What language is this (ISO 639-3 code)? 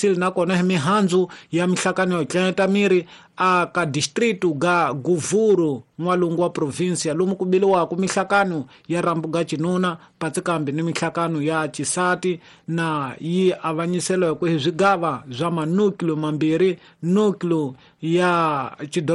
tso